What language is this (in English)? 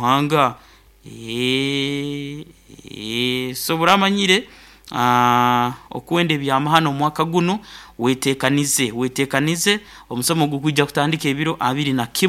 Nyoro